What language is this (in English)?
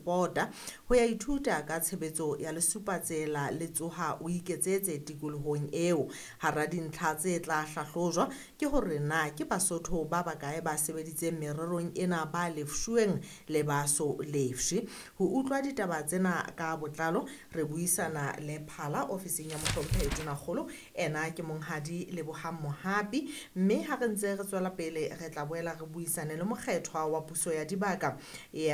Southern Sotho